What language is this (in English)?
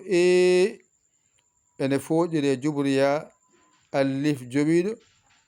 Fula